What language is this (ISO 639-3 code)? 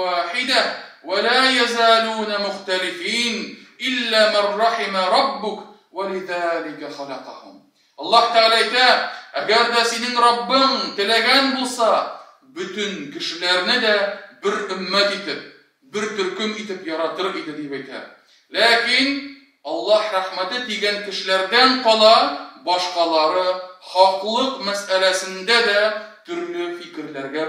tat